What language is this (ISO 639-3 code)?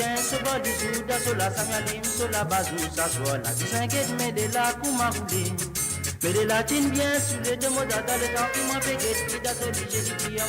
mfe